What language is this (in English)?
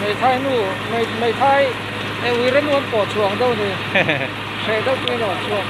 Mizo